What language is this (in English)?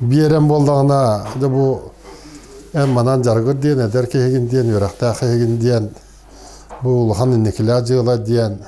Yakut